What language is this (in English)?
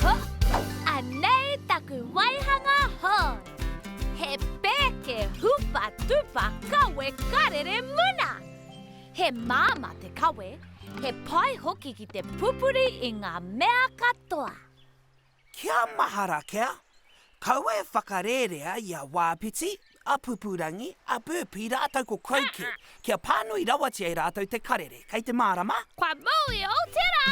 Māori